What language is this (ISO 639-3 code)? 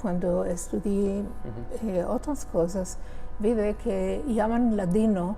lad